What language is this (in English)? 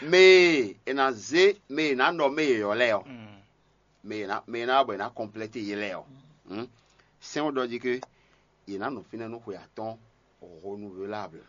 Fon